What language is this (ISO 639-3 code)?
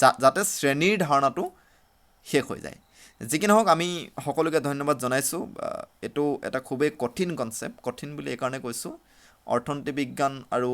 asm